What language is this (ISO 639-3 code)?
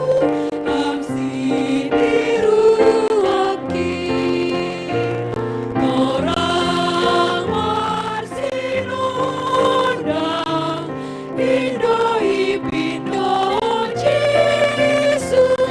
bts